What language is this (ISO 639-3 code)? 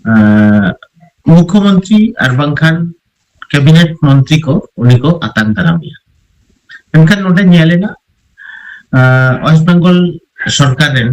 sat